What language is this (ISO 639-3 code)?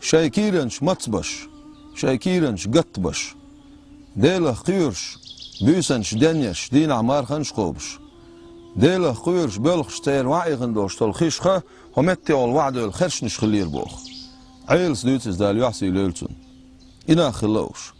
che